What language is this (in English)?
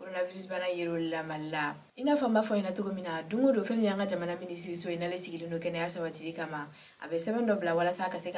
Bambara